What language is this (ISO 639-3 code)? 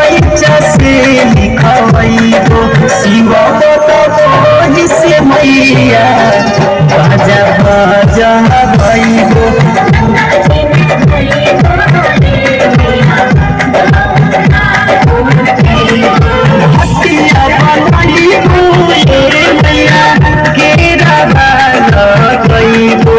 bho